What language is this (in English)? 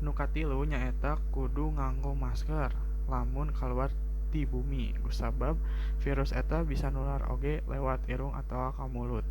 Sundanese